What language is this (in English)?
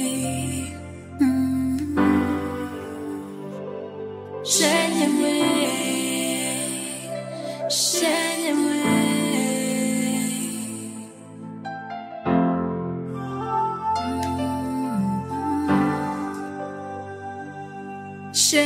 Kinyarwanda